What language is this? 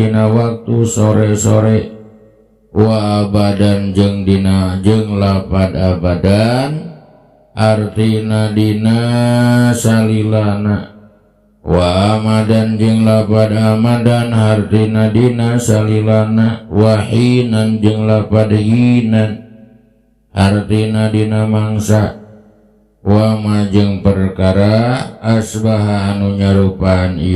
Sundanese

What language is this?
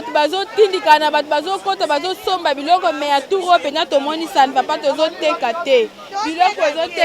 Lingala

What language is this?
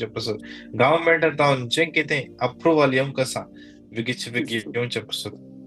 Konkani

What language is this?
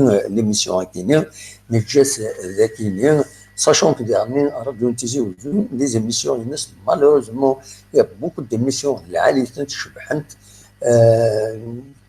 Kabyle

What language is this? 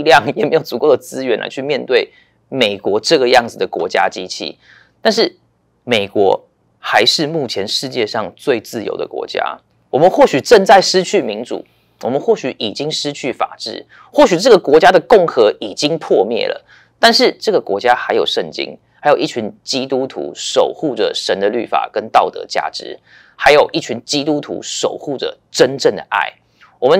Chinese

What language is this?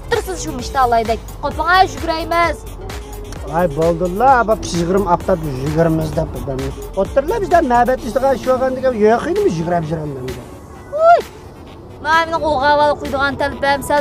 Uyghur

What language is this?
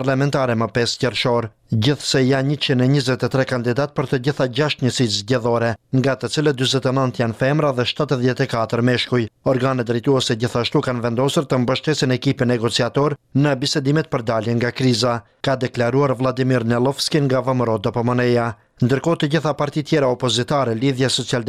Albanian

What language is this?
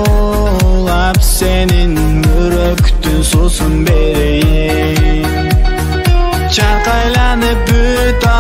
Kazakh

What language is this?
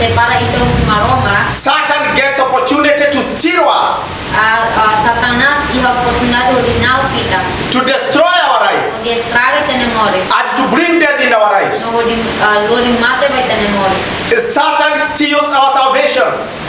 Tetum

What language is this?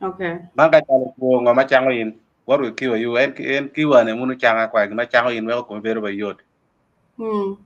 Acoli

